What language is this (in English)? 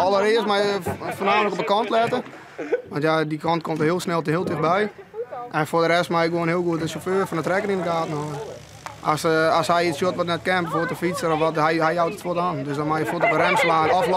Western Frisian